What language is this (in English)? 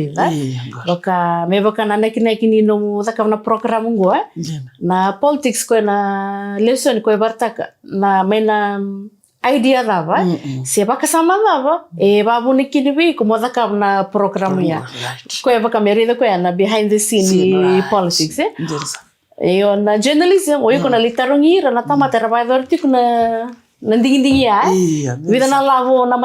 Fijian